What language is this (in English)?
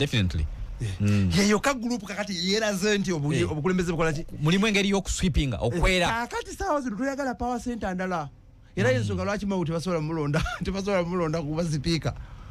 Ganda